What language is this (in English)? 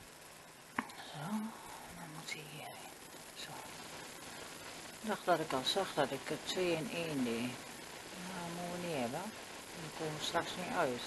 Dutch